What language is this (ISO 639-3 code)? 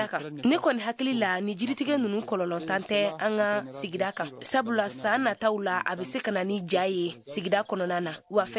bam